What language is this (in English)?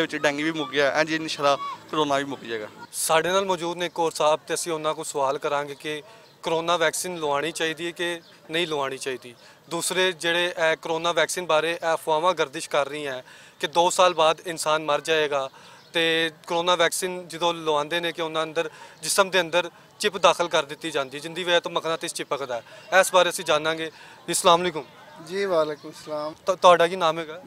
Western Panjabi